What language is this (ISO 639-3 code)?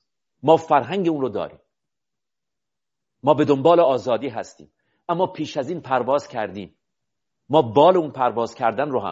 fas